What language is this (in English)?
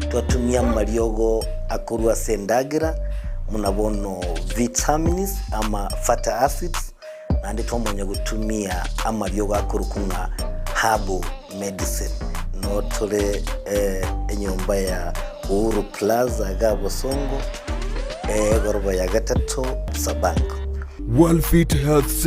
Gusii